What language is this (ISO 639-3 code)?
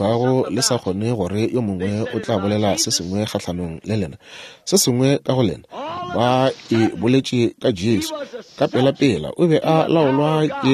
nso